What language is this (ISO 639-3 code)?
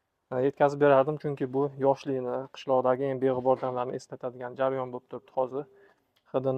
uzb